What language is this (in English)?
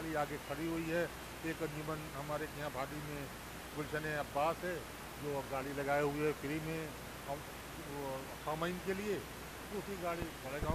Urdu